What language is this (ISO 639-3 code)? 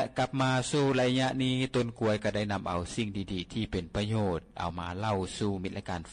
lao